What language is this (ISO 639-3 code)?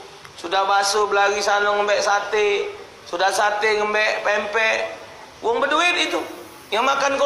mui